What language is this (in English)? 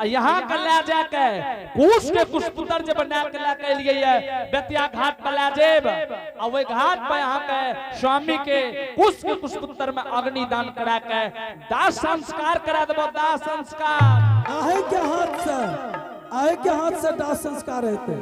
Angika